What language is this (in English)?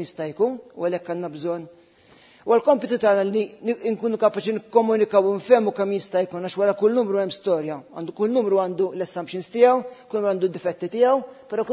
Maltese